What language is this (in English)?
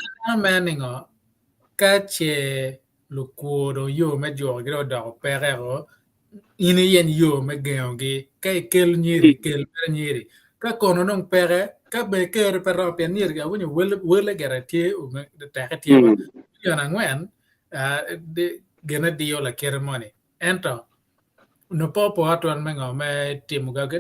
Acoli